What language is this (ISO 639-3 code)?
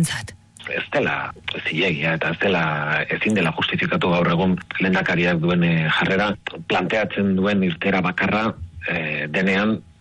eus